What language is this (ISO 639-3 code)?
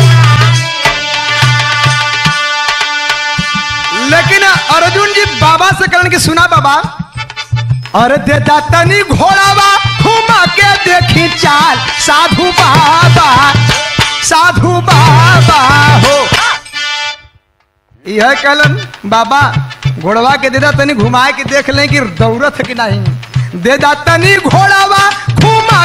bho